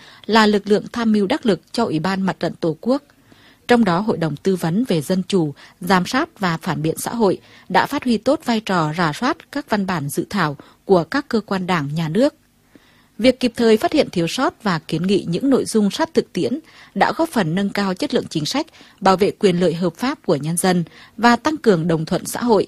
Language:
Vietnamese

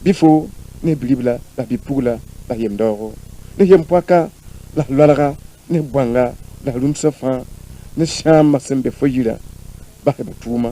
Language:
Mossi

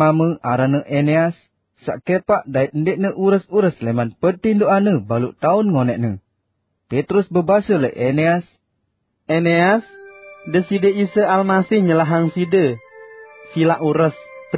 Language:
Sasak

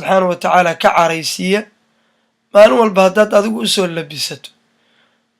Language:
Somali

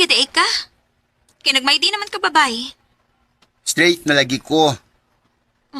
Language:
Cebuano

